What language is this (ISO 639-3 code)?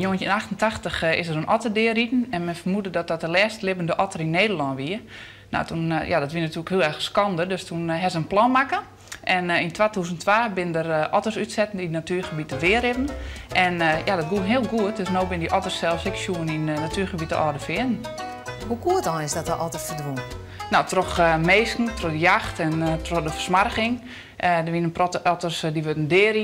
fry